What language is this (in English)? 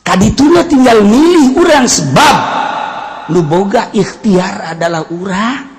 Sundanese